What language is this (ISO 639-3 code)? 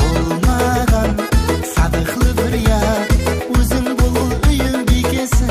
kaa